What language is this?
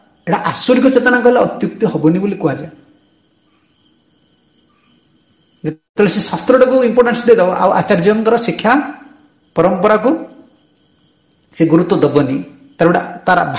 Odia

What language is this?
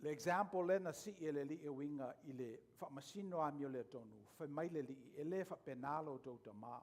Samoan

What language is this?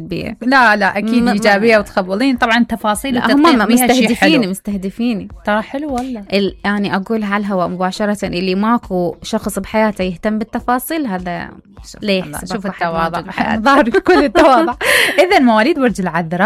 Mesopotamian Arabic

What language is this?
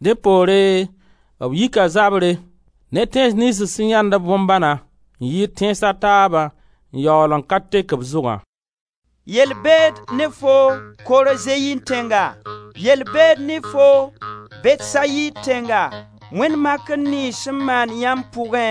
Mossi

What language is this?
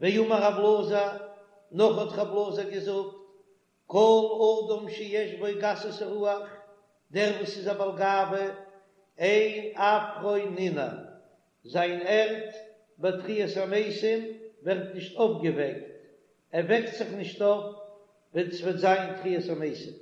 Yiddish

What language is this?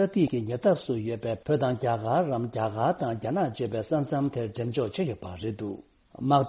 Tibetan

